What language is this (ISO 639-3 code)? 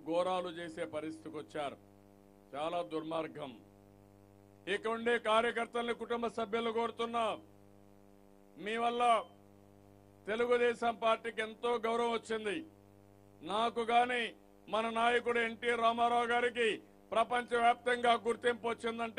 tel